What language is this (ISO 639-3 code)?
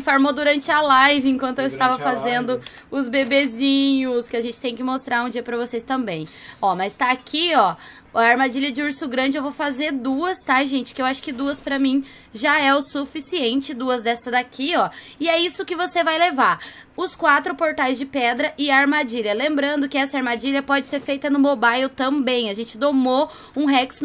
por